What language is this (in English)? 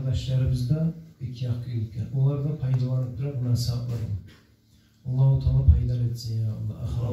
Kumyk